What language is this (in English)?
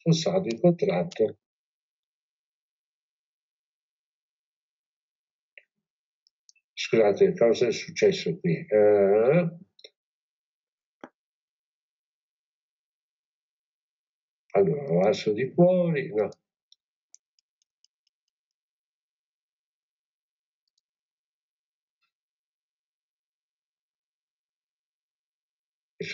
Italian